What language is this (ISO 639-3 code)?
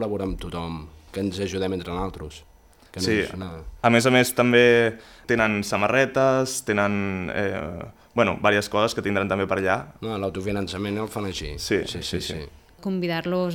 cat